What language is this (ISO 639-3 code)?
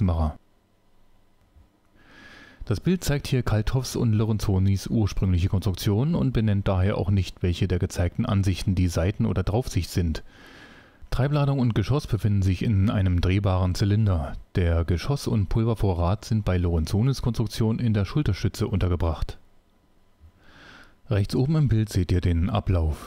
deu